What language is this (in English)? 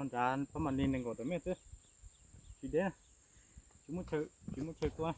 Hmong